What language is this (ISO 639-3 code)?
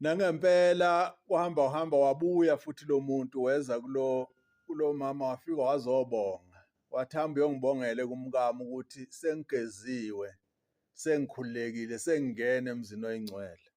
zul